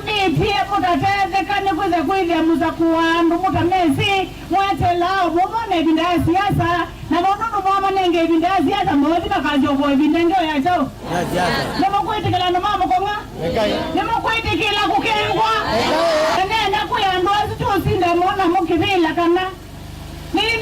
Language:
Kamba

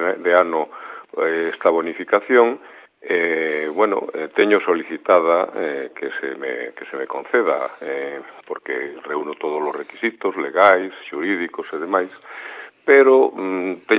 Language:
Galician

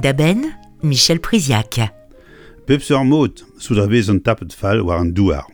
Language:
Breton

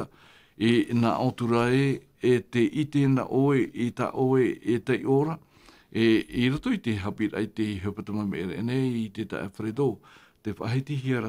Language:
Tahitian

